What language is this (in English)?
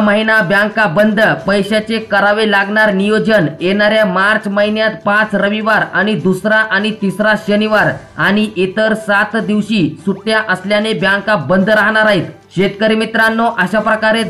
Marathi